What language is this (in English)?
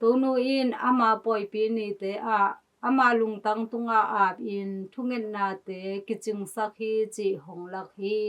Tedim Chin